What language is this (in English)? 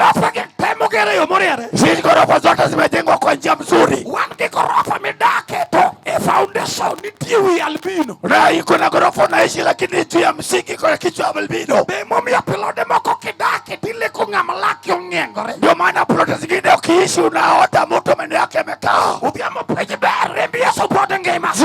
Luo (Kenya and Tanzania)